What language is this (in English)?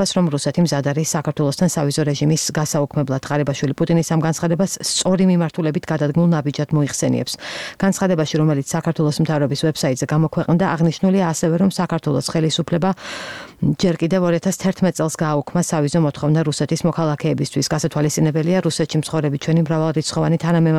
Georgian